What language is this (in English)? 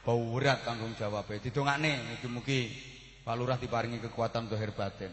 Javanese